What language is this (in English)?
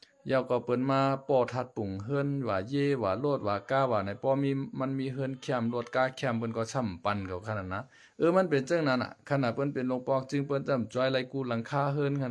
Shan